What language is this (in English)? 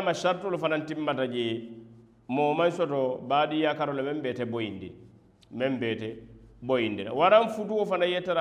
Mandingo